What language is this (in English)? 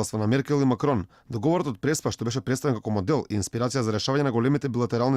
Macedonian